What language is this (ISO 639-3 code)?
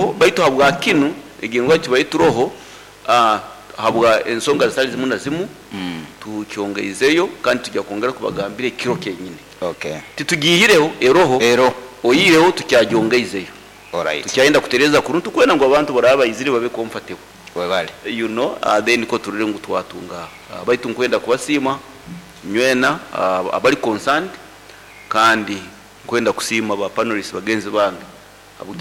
nyo